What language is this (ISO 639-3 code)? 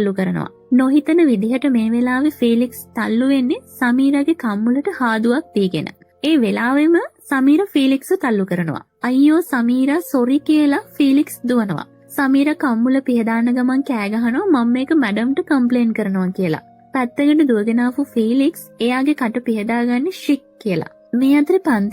sin